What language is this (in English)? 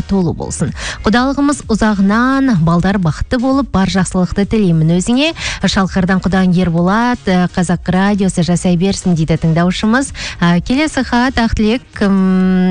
Kazakh